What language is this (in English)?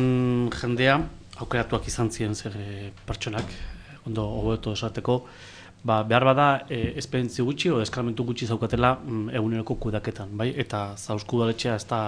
Basque